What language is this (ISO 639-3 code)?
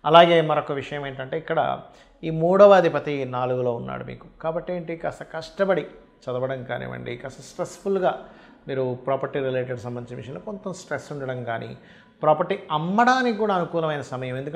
tel